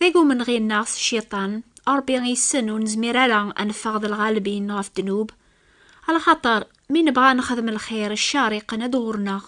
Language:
Kabyle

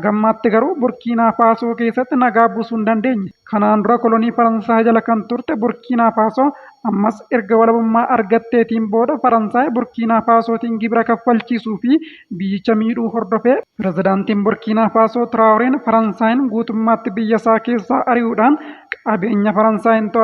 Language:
Oromo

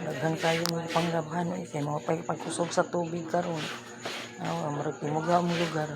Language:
Cebuano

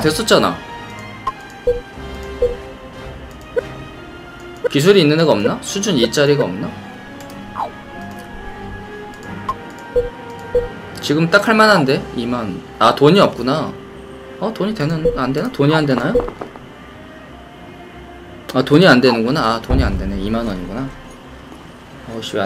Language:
Korean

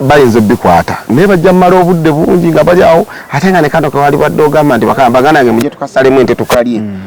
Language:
Ganda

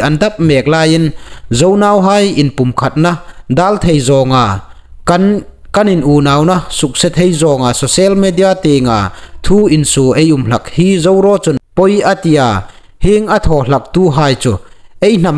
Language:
Hmar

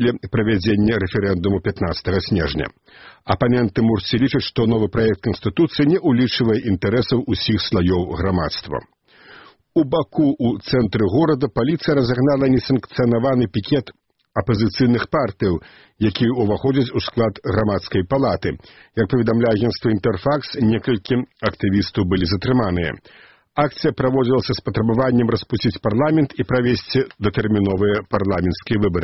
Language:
Belarusian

